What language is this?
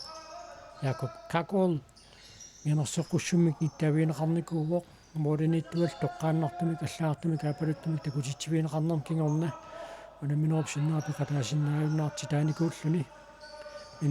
Kalaallisut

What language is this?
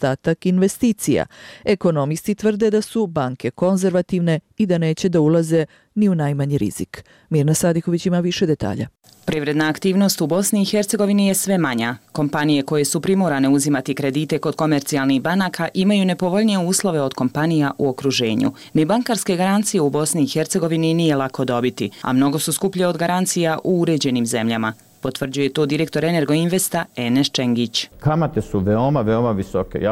Bosnian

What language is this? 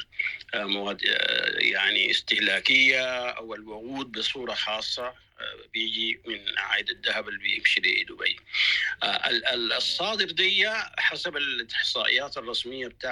Sudanese Arabic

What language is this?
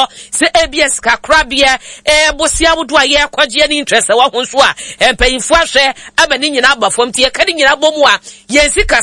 Akan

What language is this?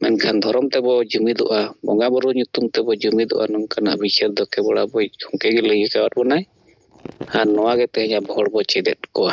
Santali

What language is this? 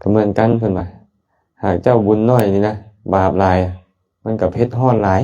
Lao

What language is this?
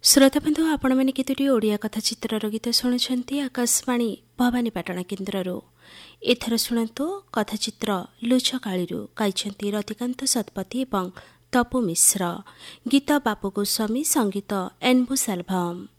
Odia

